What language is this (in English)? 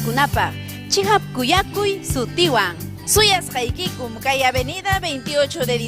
Ayacucho Quechua